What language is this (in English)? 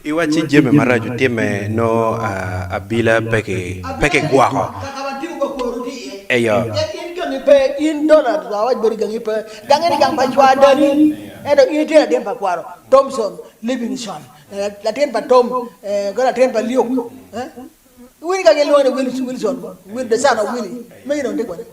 Acoli